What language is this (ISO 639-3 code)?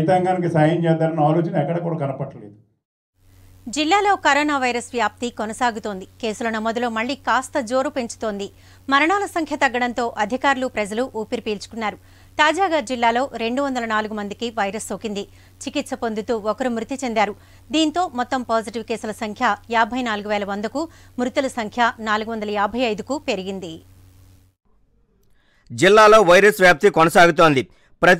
tel